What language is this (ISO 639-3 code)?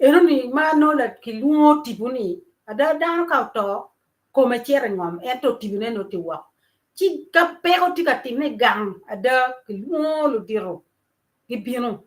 ach